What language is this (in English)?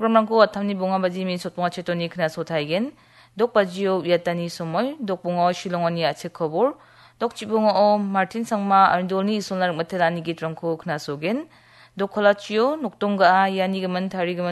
Garo